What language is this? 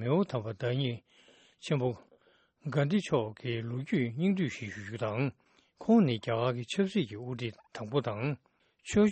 Tibetan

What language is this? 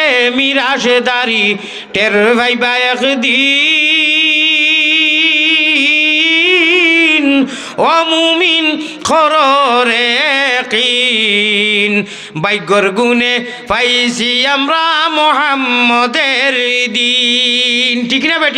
Sylheti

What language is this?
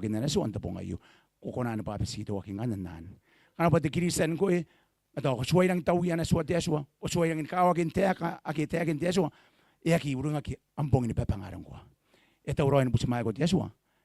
Gilbertese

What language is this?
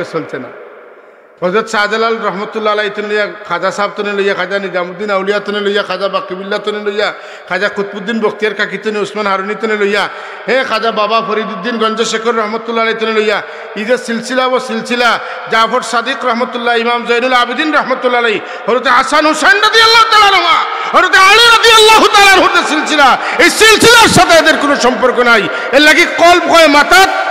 Sylheti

